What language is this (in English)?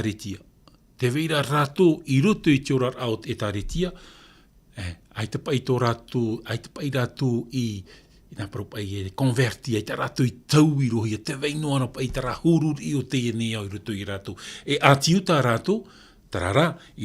Tahitian